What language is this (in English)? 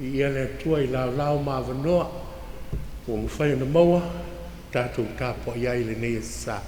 Samoan